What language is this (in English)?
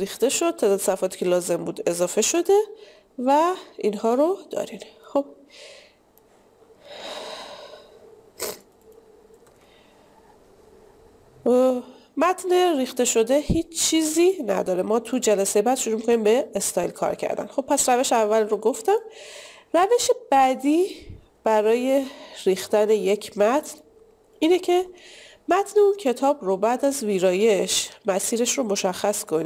Persian